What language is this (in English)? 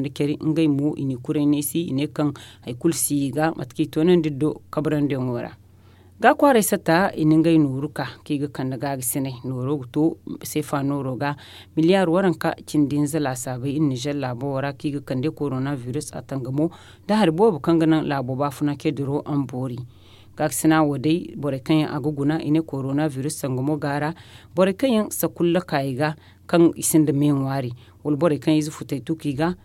Zarma